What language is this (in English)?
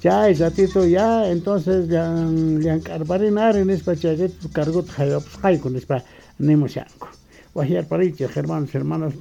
South Bolivian Quechua